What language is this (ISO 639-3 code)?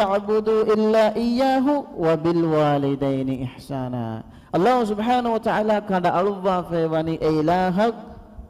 div